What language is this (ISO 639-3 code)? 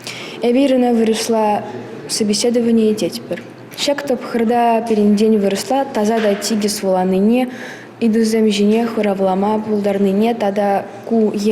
chv